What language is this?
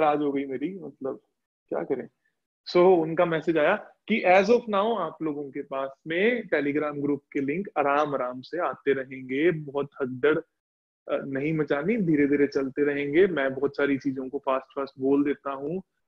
Hindi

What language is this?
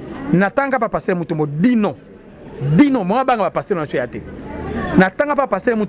Lingala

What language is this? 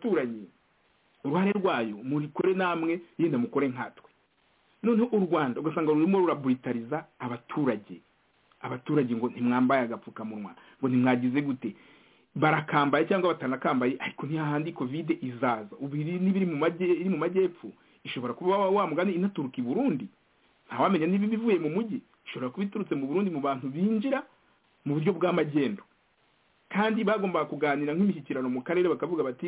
Kinyarwanda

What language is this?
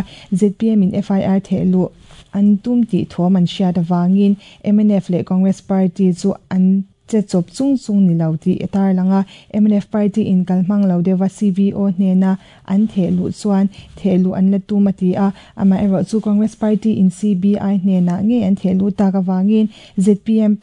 Mizo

